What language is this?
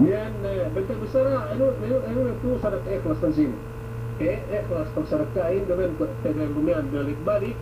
Yakan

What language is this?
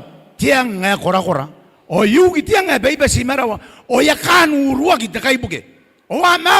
Gilbertese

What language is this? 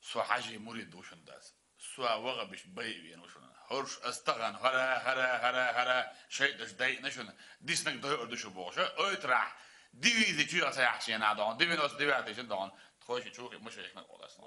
Chechen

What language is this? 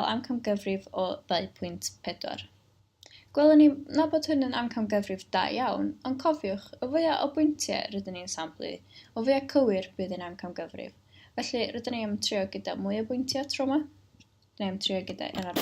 Welsh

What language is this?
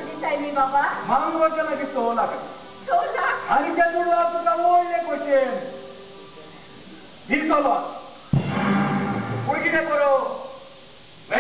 Konkani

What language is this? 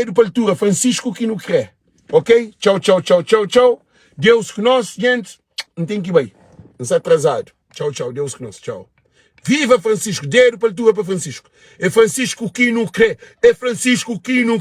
Kabuverdianu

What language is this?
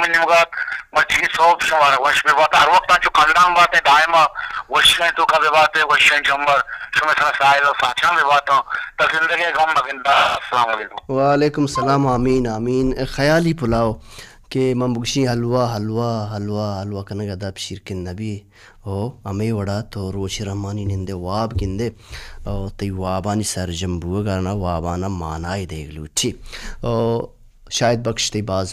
Baluchi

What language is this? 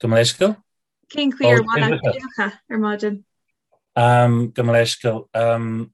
Irish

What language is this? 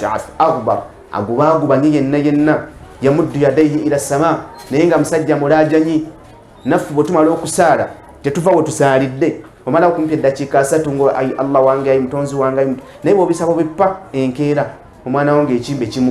Ganda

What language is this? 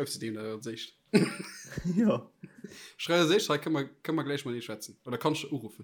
Luxembourgish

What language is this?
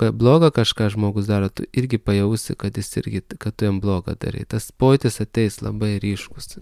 Lithuanian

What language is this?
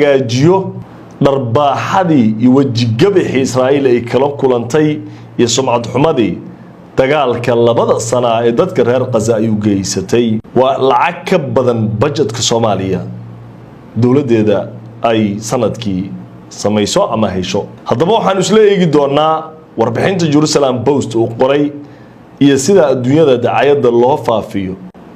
Somali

